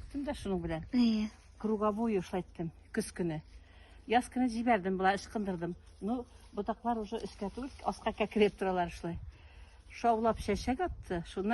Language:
Tatar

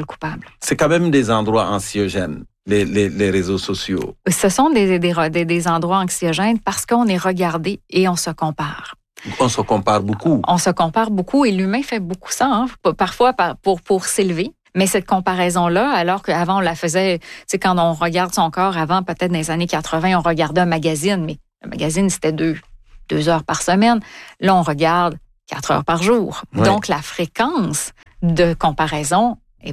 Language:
French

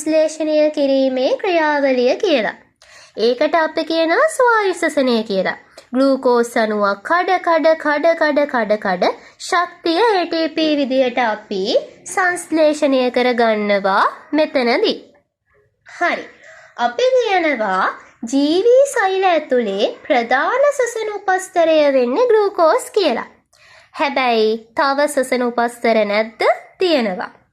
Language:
Sinhala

